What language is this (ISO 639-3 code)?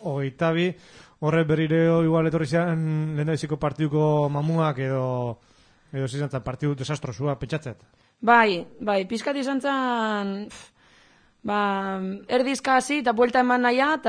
eus